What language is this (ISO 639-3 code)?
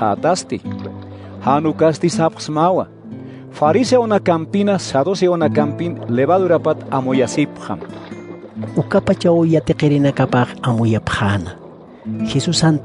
aym